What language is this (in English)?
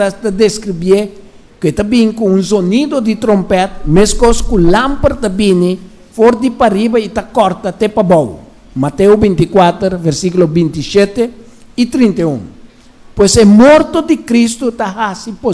Papiamento